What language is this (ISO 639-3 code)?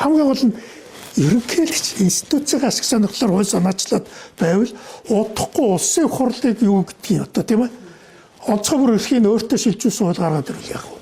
mon